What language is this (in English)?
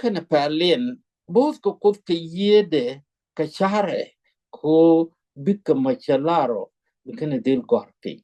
Nuer